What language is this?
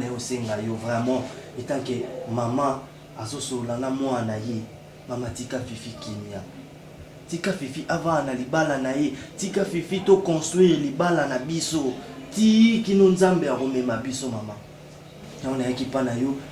Lingala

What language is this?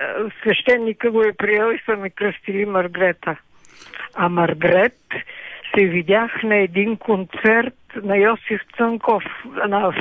Bulgarian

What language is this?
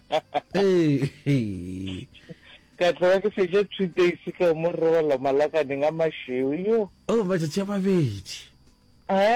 Northern Sotho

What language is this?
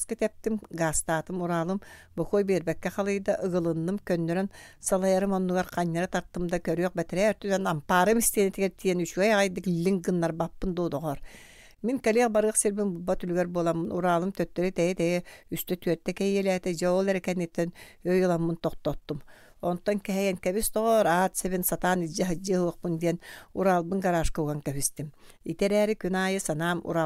Yakut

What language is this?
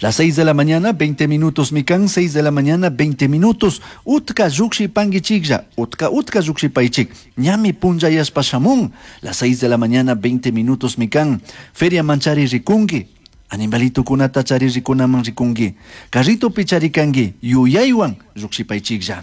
Chimborazo Highland Quichua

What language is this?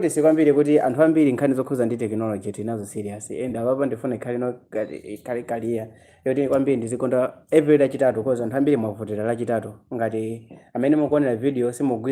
Nyanja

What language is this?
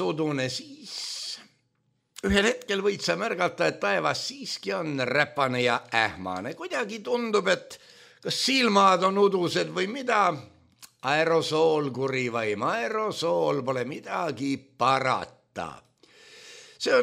Estonian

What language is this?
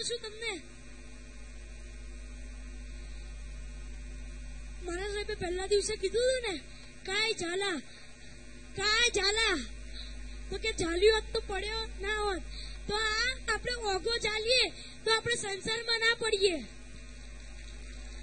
Gujarati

